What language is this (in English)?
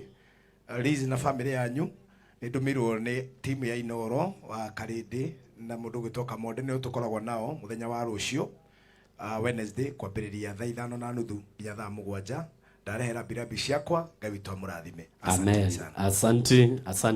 Kikuyu